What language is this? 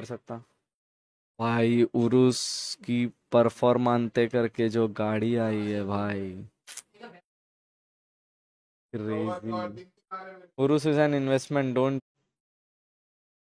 Hindi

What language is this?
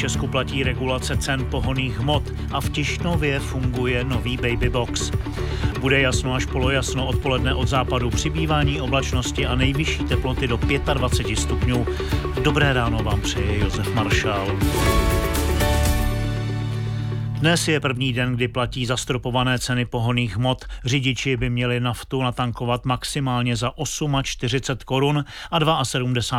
Czech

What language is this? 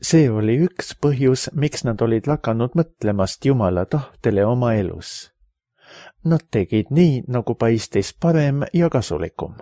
Estonian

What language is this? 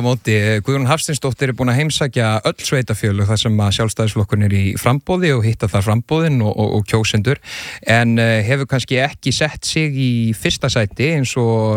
Icelandic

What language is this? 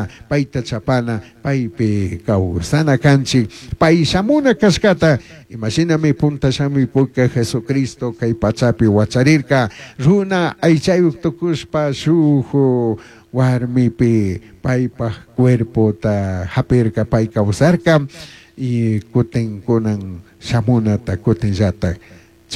Chimborazo Highland Quichua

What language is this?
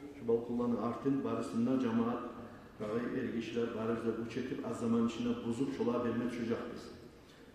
Kumyk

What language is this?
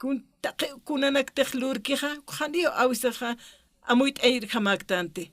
Aymara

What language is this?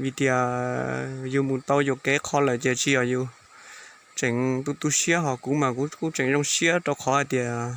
Hmong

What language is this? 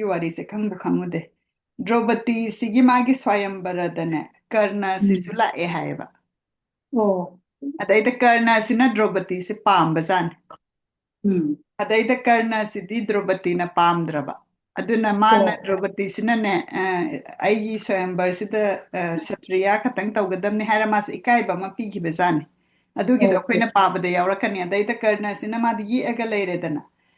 Manipuri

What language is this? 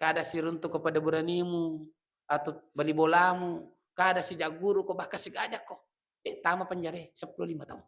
Buginese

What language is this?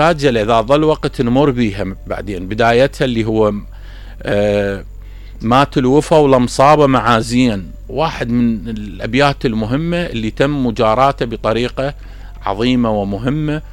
Mesopotamian Arabic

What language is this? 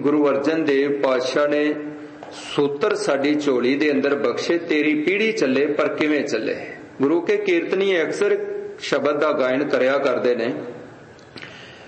Punjabi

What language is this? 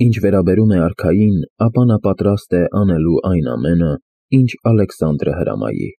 Armenian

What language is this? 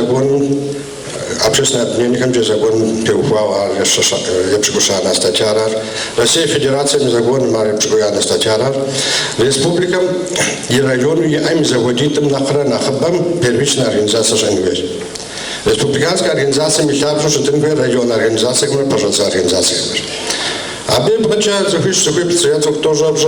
Kabardian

